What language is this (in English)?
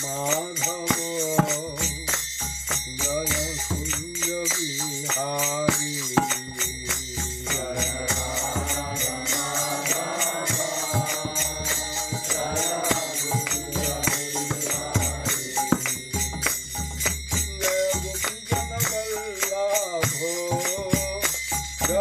Russian